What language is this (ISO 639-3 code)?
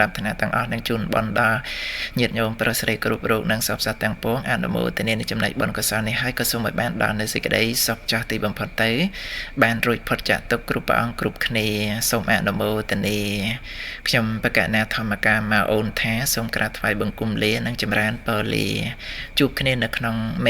khm